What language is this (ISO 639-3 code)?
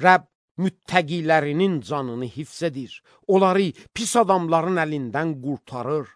aze